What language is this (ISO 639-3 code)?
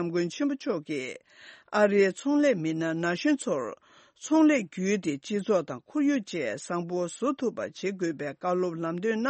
bod